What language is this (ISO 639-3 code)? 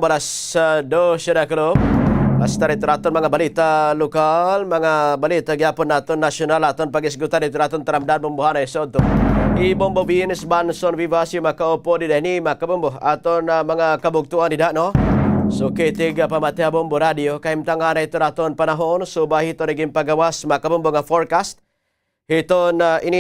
war